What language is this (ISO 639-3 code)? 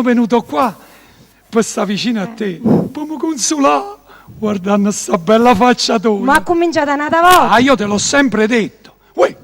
nap